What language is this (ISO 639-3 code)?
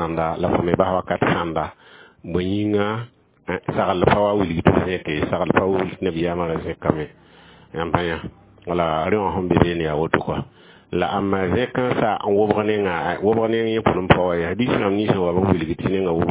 mos